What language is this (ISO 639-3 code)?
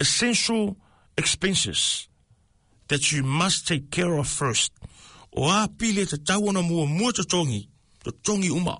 smo